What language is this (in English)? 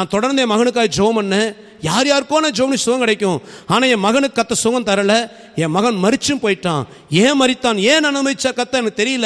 Tamil